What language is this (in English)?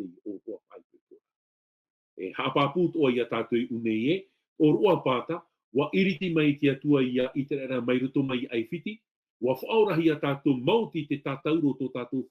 Tahitian